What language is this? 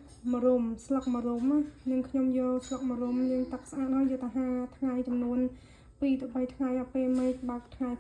Khmer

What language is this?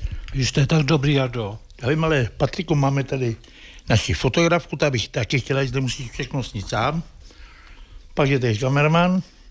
Czech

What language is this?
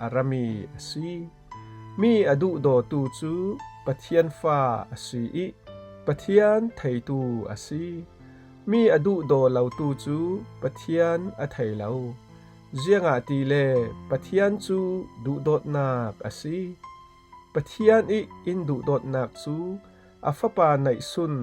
Falam Chin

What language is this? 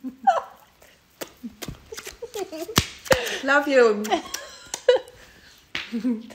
Dutch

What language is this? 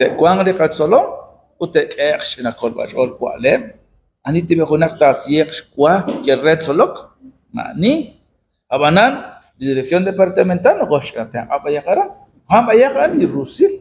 Kekchí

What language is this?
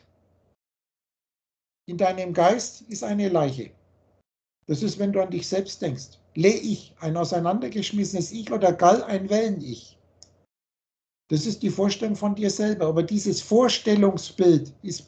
German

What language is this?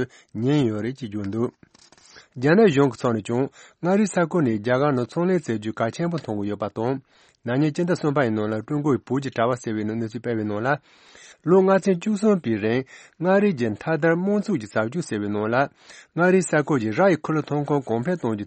Tibetan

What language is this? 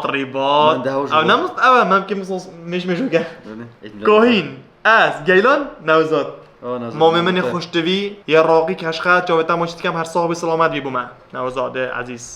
Kurdish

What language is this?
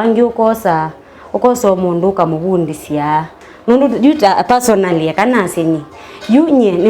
Kamba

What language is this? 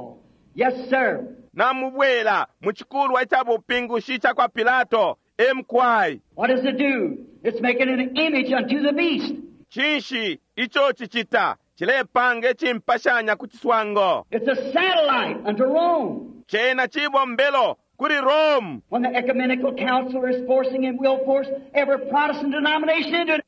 Bemba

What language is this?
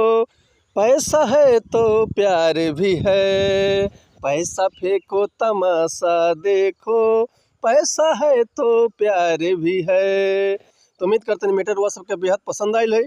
Bhojpuri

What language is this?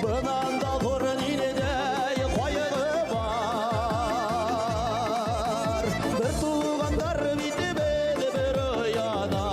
Bashkir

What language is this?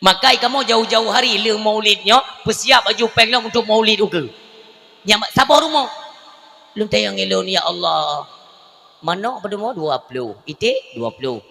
Achinese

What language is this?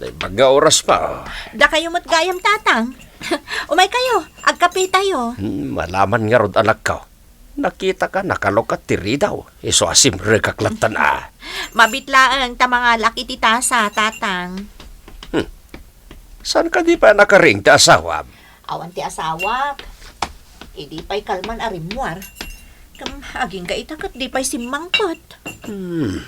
Iloko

